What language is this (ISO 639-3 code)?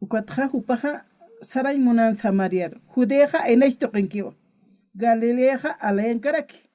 aym